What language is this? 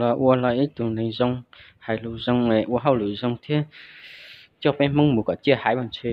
Hmong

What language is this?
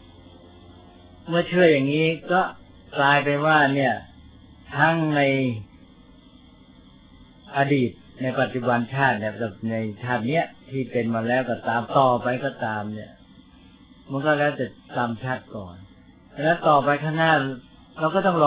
Thai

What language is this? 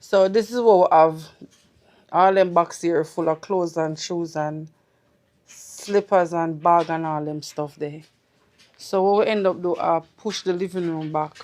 Jamaican Creole English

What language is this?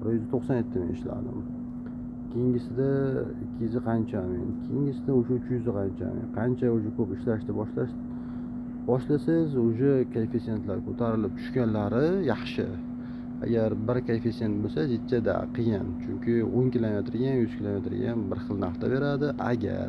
Uzbek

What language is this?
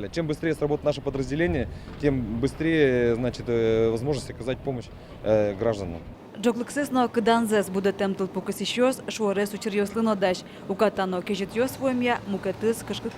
Udmurt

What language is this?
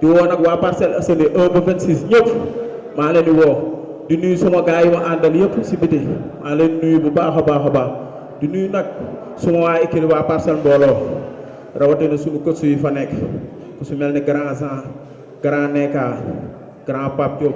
Wolof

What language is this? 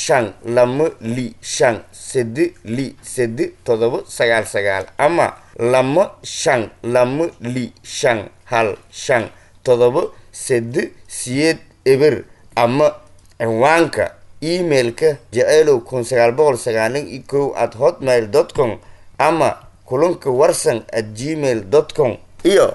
Somali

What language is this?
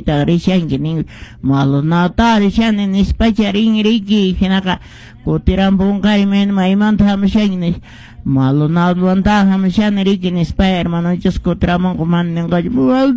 Quechua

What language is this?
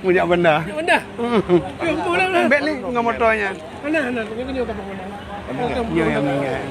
Achinese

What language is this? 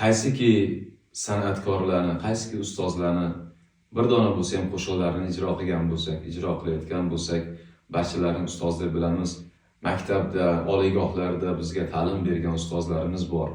Uzbek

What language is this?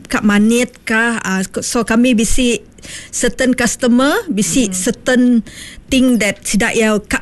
Iban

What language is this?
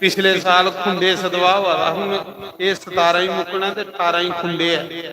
Dogri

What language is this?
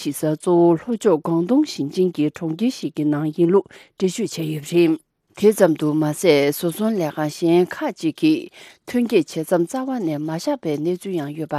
Tibetan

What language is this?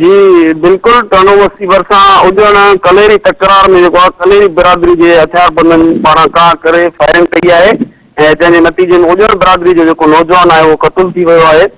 Sindhi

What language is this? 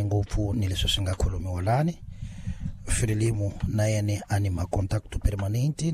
Tsonga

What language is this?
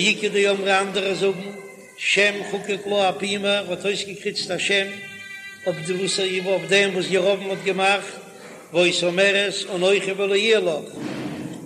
Yiddish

